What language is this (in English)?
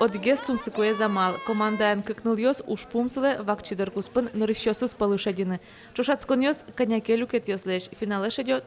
Udmurt